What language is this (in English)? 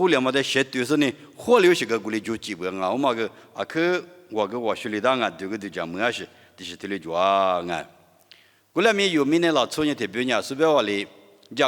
Lisu